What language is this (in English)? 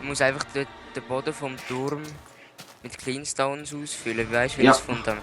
Swiss German